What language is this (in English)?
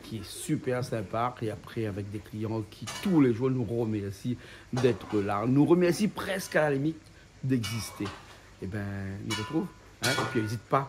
Réunion Creole French